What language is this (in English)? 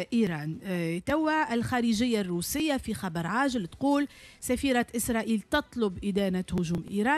Tunisian Arabic